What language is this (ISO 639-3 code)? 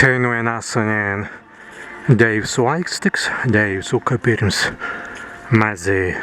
prg